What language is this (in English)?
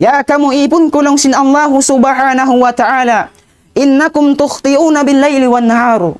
Tausug